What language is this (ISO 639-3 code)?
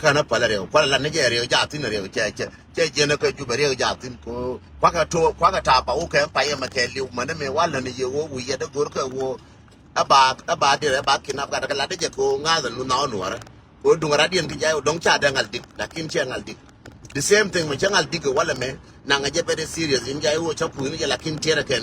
nus